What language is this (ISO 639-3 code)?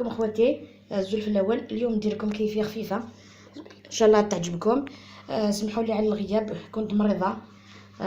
arq